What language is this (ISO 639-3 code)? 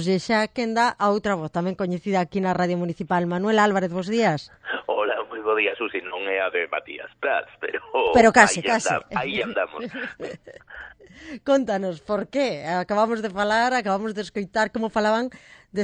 glg